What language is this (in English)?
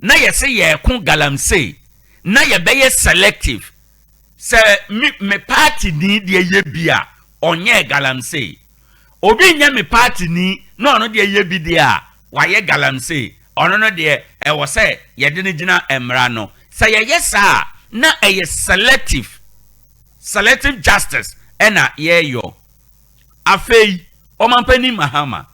Akan